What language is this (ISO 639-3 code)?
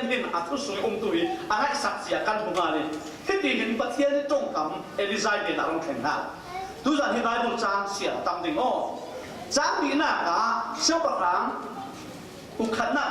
cfm